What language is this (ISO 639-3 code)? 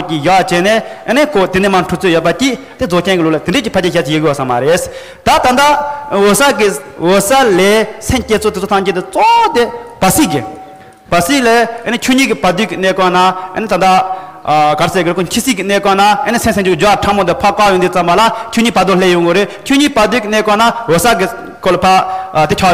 bod